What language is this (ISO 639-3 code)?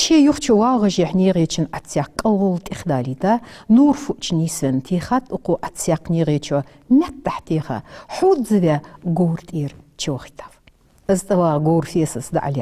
inh